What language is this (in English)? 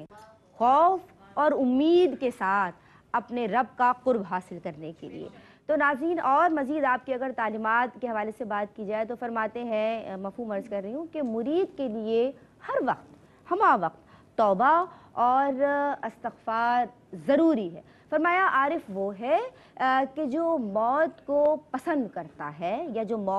Urdu